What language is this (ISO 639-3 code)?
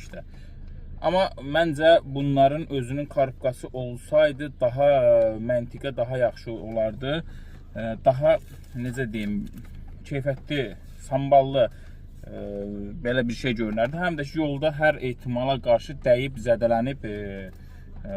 aze